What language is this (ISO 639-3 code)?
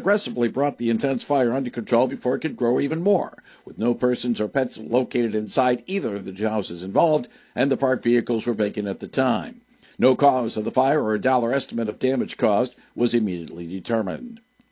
eng